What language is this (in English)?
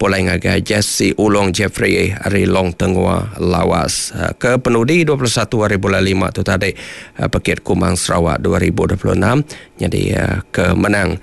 Iban